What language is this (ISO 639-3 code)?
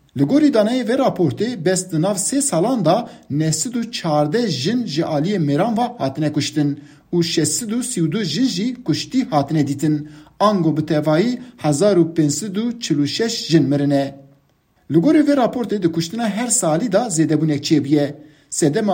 kur